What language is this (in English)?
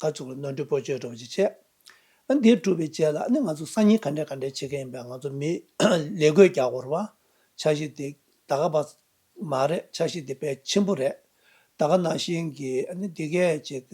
Tibetan